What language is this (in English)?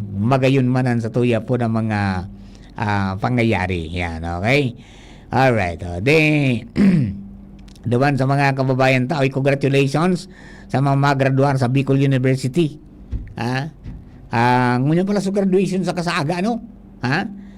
Bikol